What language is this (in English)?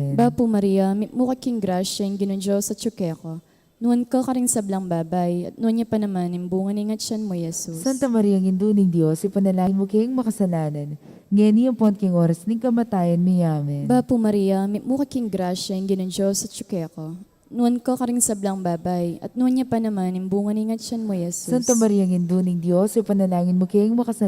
Pampanga